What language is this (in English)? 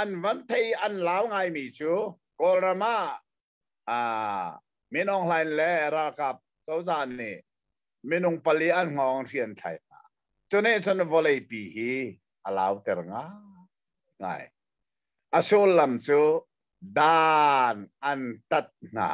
Hakha Chin